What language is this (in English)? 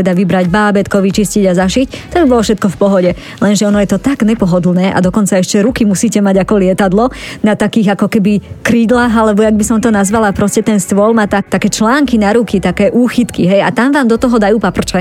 Slovak